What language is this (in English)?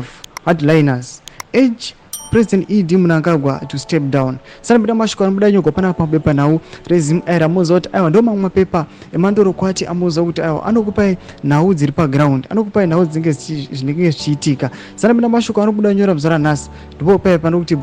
Shona